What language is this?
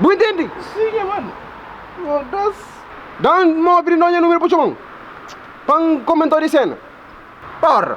Kabuverdianu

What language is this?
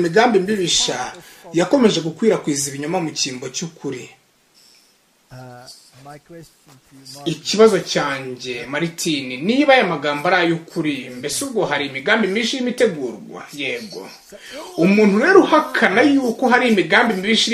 Kinyarwanda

